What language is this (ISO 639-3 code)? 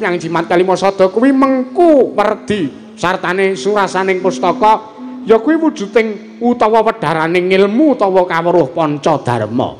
jav